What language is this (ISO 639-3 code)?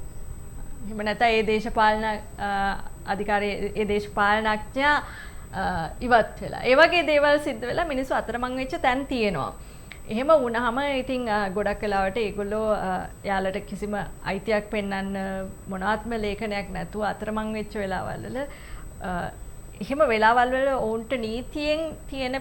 sin